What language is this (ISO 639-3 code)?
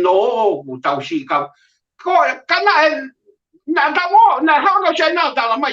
ton